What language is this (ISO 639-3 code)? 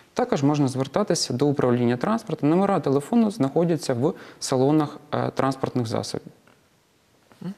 ukr